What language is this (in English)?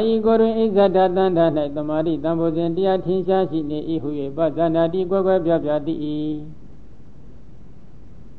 Burmese